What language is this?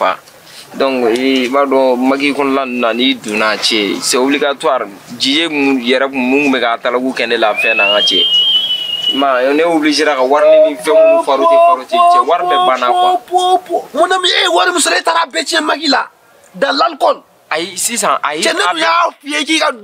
Bambara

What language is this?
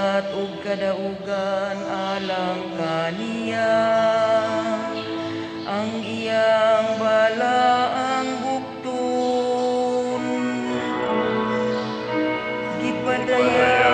Cebuano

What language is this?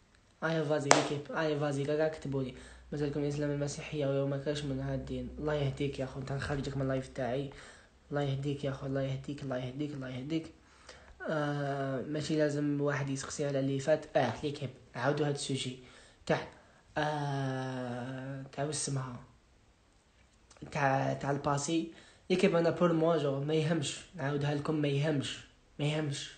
Algerian Arabic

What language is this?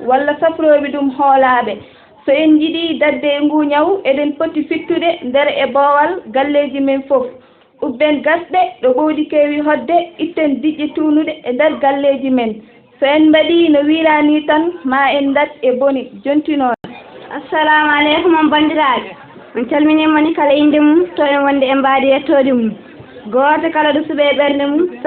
Fula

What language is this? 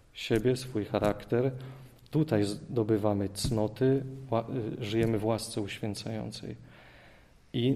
Polish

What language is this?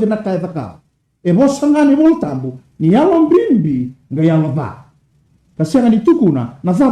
Fijian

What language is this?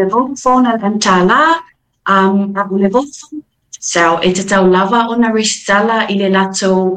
Samoan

